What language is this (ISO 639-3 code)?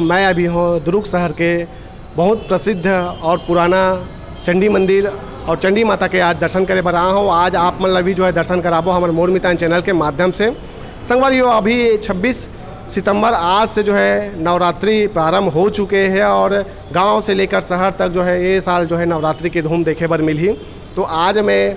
hne